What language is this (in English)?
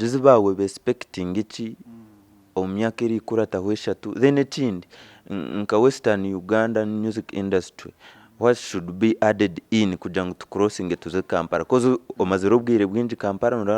Nyankole